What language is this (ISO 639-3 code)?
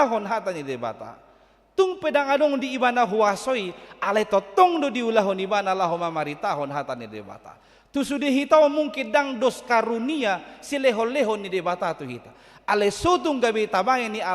bbc